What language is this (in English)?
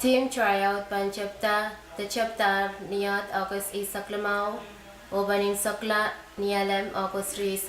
Pohnpeian